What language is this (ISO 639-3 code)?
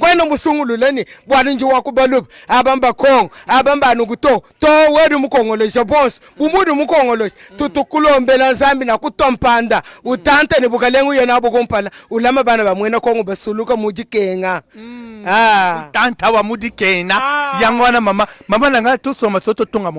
lin